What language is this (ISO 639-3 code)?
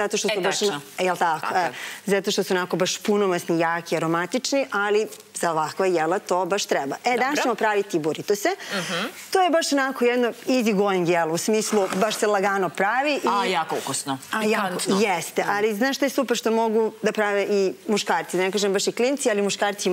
srp